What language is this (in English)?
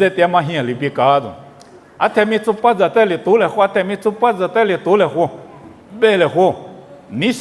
Lisu